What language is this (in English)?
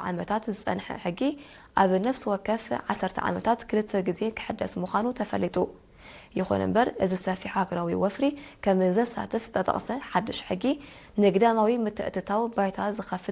Tigrinya